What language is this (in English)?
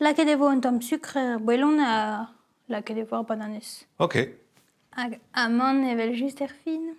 Breton